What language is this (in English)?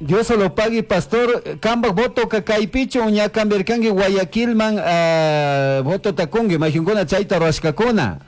Chimborazo Highland Quichua